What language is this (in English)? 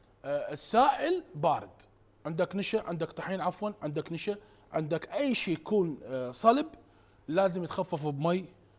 Mesopotamian Arabic